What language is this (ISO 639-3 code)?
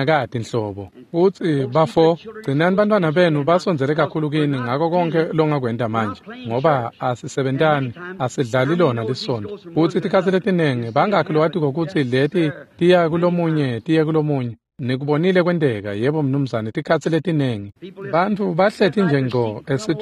ssw